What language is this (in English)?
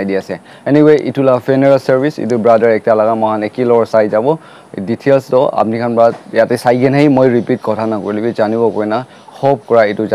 Naga Pidgin